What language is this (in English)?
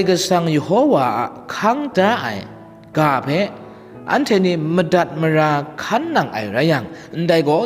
Kachin